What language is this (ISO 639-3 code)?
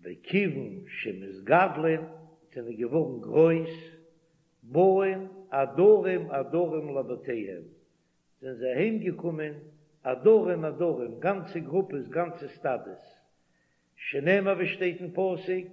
yid